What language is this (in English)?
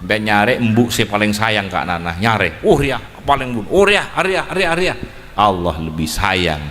Madurese